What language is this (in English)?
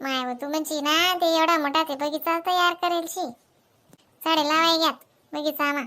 Khandesi